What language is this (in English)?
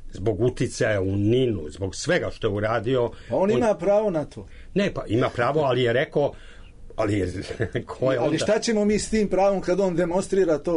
Serbian